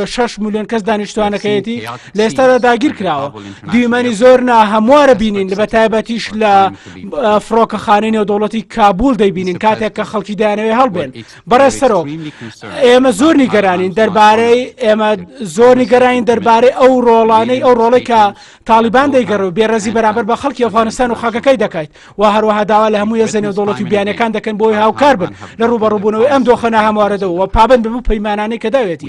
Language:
Central Kurdish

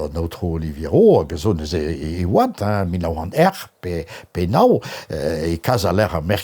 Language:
Breton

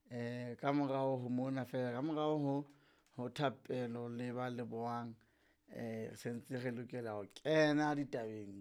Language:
Southern Sotho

